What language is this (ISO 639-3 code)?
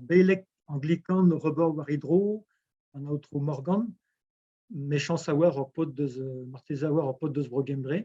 bre